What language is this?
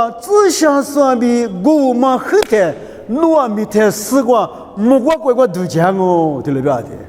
Lisu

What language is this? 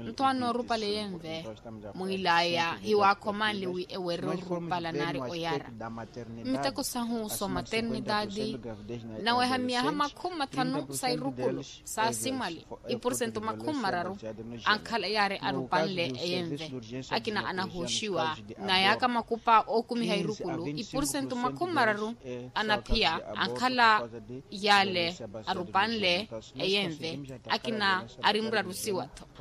Makhuwa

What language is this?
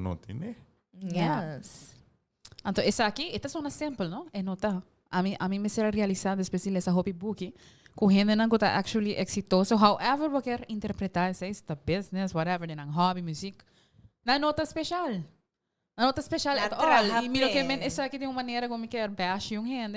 Papiamento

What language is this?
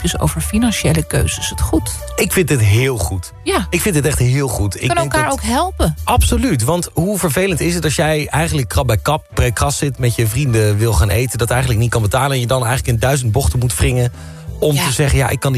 Dutch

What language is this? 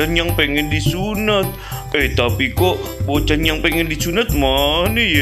Betawi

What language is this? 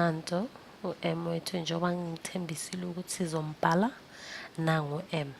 Zulu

